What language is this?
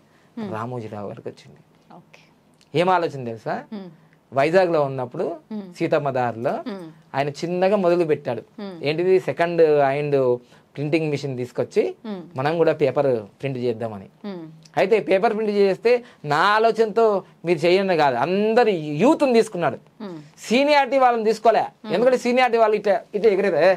Telugu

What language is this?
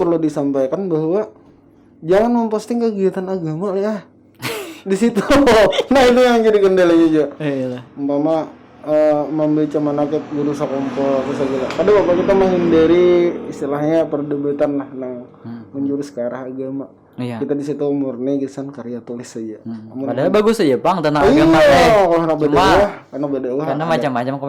Banjar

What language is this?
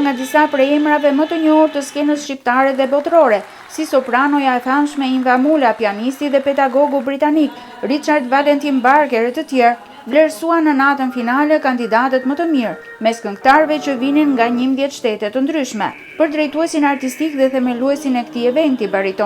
Albanian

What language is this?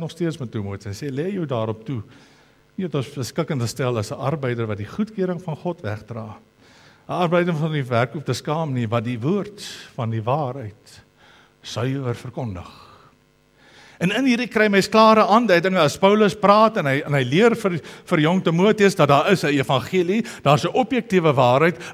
Afrikaans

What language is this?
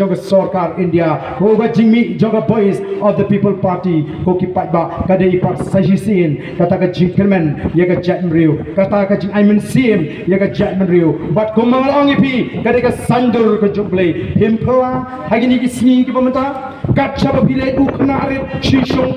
Khasi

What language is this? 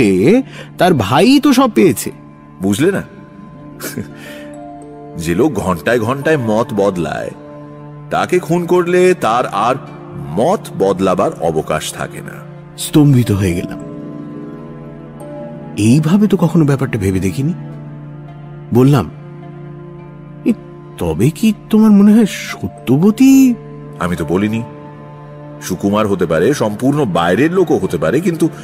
Bangla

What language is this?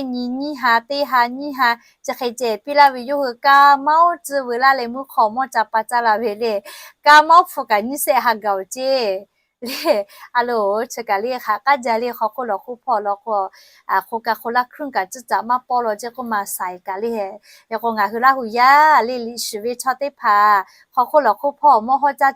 Lahu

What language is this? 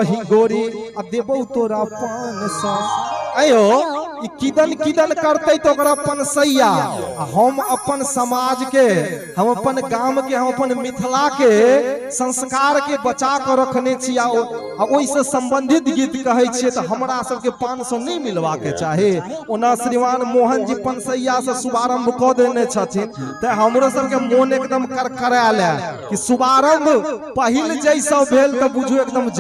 Maithili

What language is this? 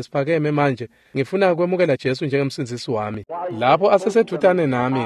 Swati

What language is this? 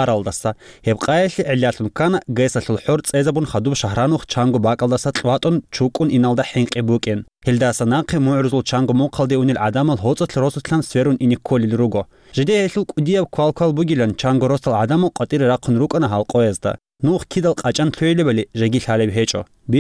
Avaric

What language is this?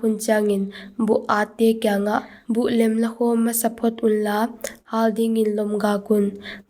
Paite Chin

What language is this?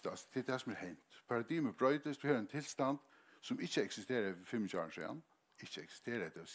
Faroese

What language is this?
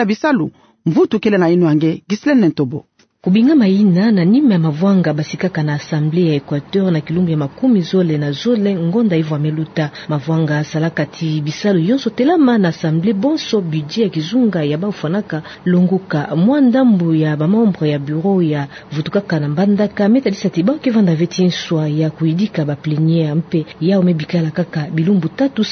Kituba (Democratic Republic of Congo)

